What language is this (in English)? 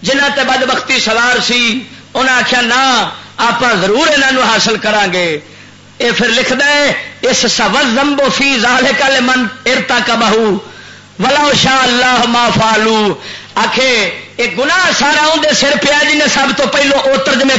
Western Panjabi